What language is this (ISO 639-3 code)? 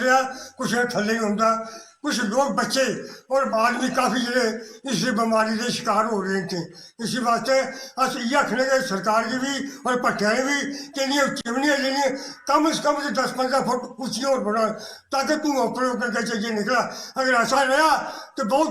doi